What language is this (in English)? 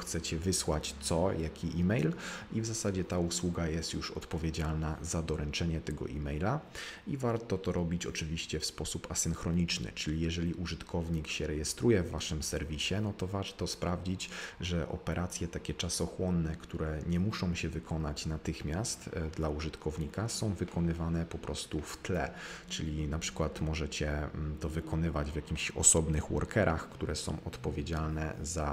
Polish